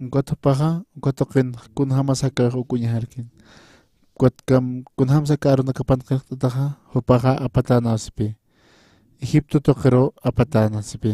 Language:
Aymara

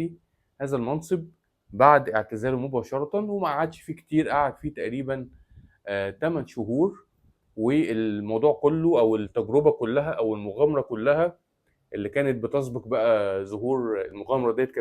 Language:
Egyptian Arabic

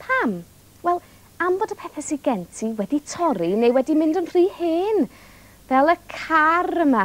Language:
Welsh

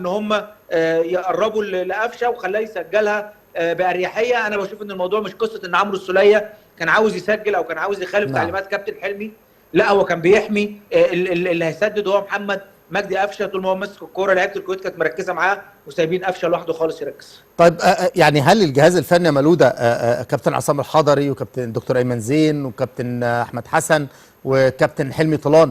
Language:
Egyptian Arabic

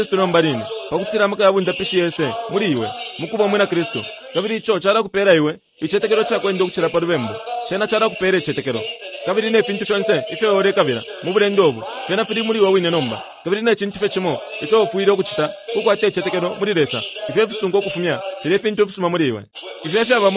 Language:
Bemba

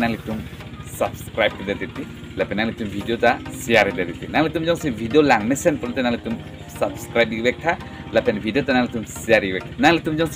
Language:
Karbi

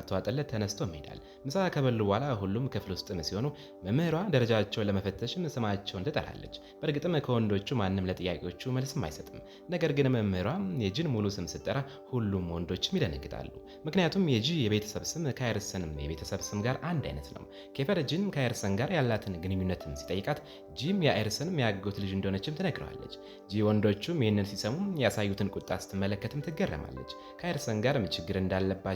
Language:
Amharic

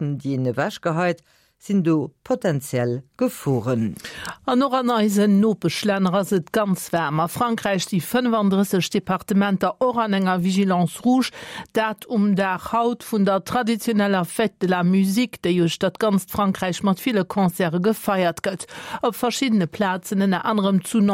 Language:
Luxembourgish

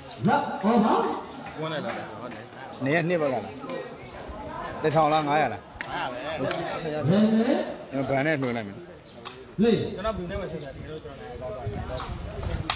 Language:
Burmese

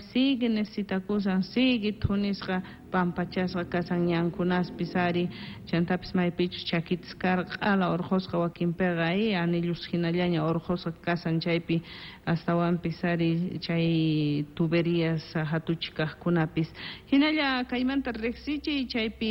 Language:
South Bolivian Quechua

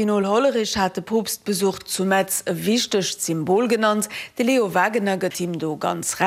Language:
Luxembourgish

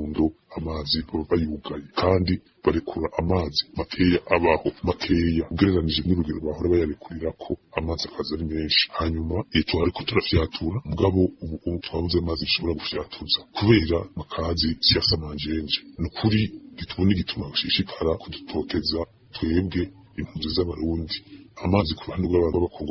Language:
Rundi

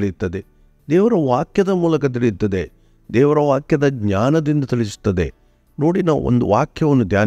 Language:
Kannada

